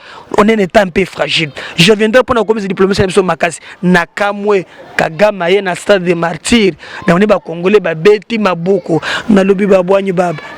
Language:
Lingala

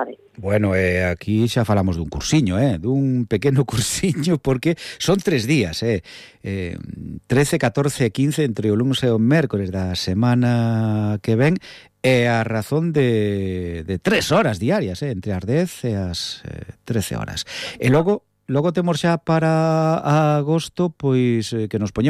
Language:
Galician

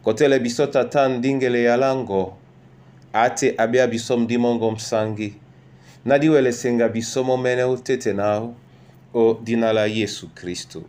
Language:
Duala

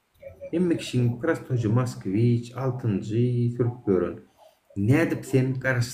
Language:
Turkmen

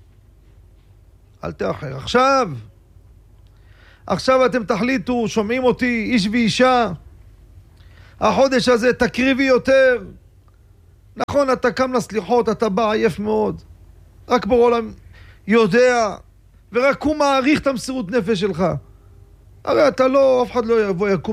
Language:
Hebrew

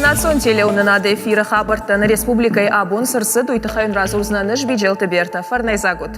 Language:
Ossetic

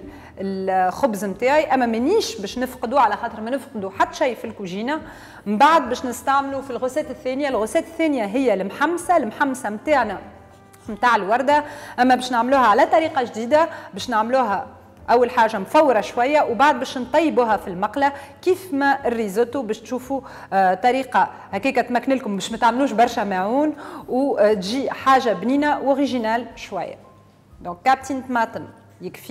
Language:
Tunisian Arabic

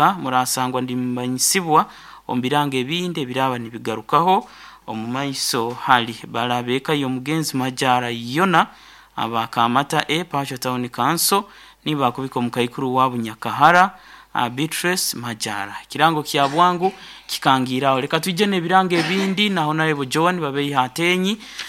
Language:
Nyankole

